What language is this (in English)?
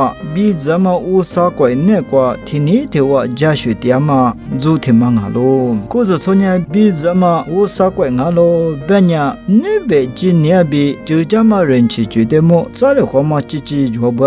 Lisu